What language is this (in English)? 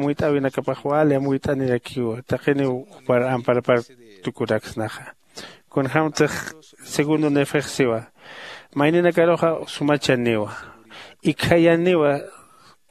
Aymara